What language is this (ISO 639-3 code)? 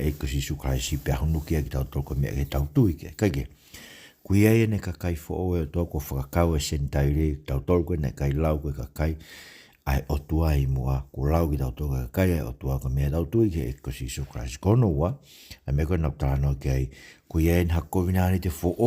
ton